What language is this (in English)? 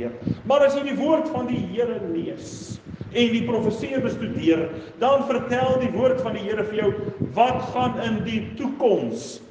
Afrikaans